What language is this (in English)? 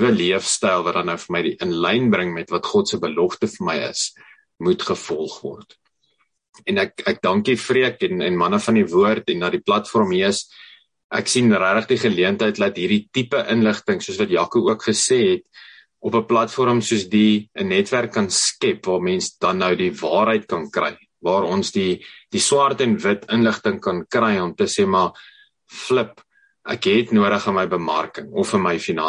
Afrikaans